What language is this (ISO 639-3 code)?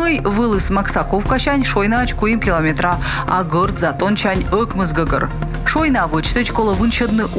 kom